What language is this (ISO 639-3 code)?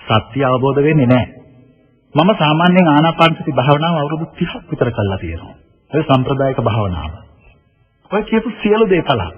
sin